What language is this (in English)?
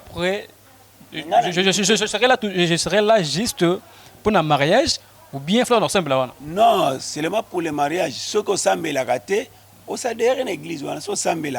Lingala